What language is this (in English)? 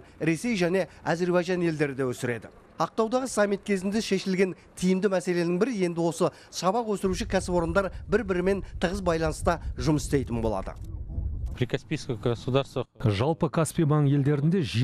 Kazakh